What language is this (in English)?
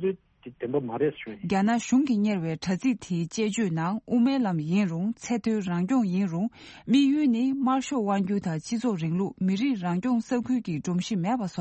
Tibetan